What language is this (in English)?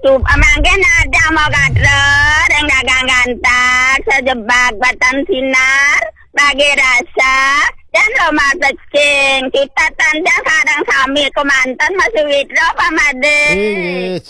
Balinese